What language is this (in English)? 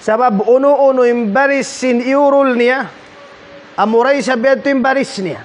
Tausug